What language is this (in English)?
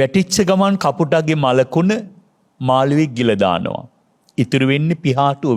Sinhala